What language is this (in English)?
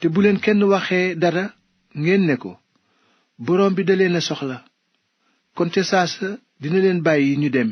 Wolof